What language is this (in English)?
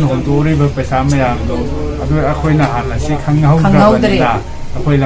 Manipuri